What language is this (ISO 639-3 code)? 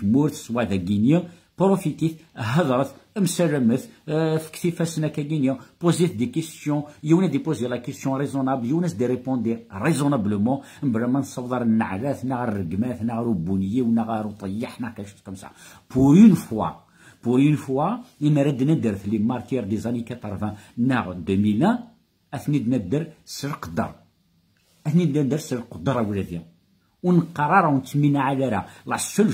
kab